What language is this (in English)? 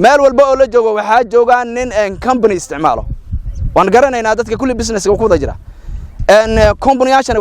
Somali